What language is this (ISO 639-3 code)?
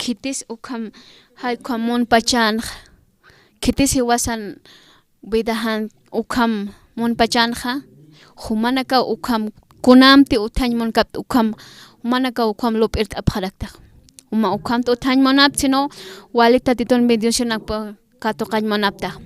aym